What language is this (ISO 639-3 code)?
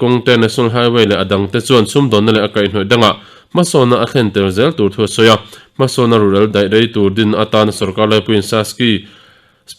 lus